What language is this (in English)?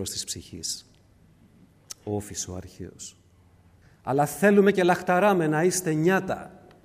Greek